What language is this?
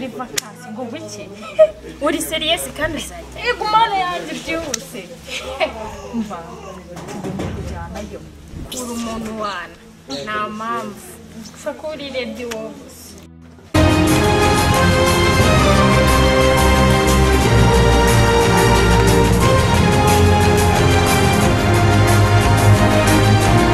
Kinyarwanda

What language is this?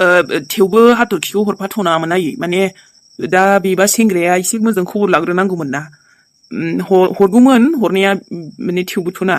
Bodo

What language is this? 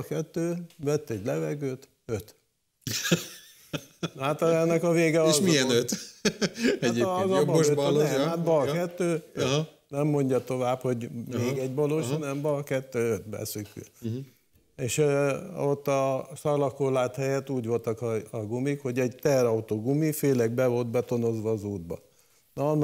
Hungarian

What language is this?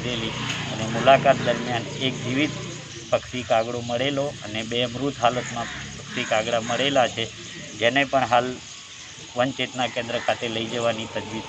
Gujarati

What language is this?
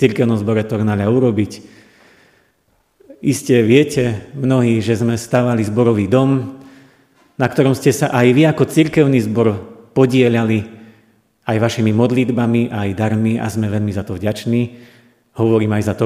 Slovak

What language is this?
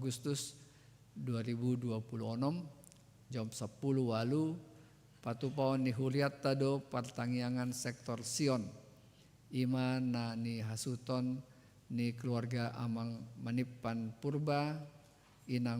Batak Toba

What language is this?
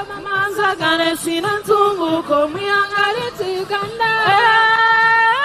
Nyankole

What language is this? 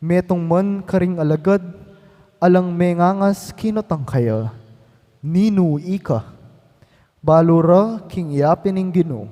Pampanga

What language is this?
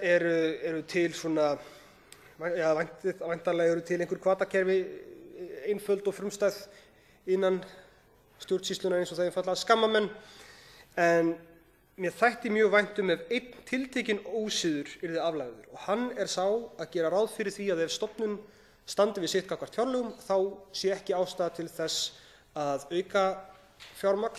Icelandic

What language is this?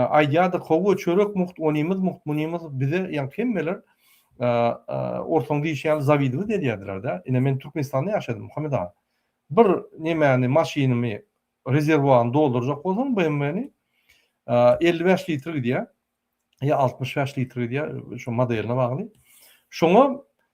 Turkmen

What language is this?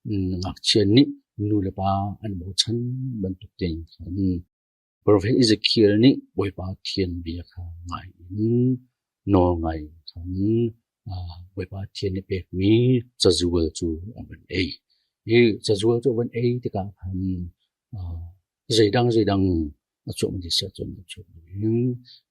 Hakha Chin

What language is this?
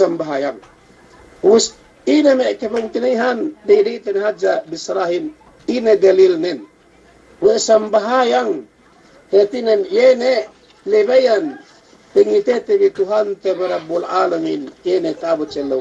Yakan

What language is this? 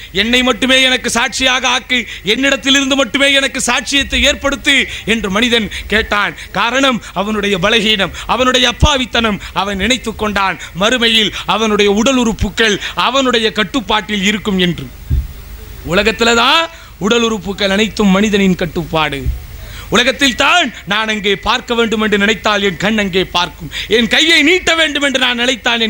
Tamil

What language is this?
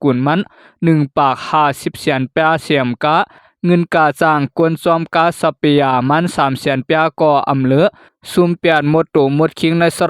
Shan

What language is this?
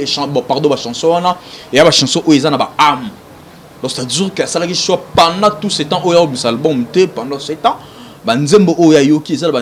Lingala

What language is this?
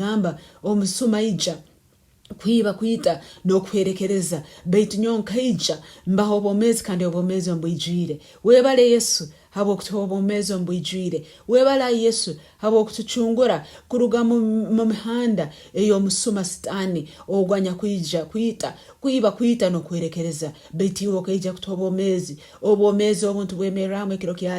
Nyoro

